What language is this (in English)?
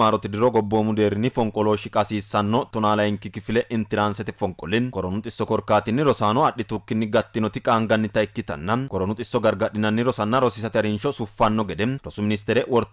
Sidamo